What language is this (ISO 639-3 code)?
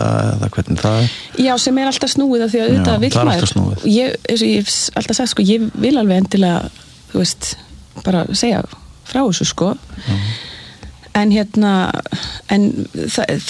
isl